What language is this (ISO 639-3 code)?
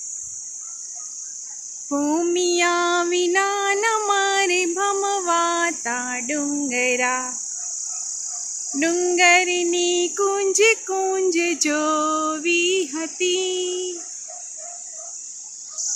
guj